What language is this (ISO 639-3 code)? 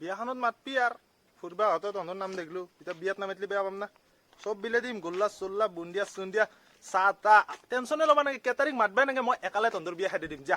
asm